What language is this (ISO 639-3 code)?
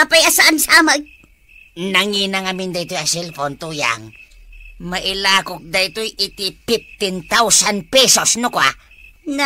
ilo